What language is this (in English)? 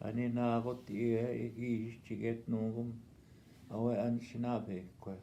Northwestern Ojibwa